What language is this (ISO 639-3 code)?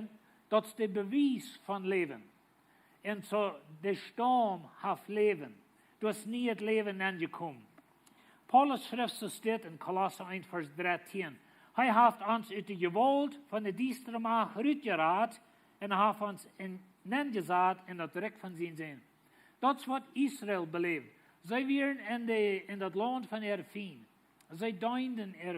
pdt